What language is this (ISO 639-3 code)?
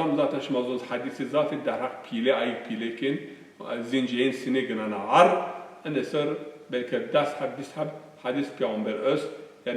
zza